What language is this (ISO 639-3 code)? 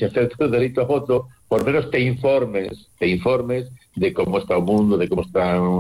glg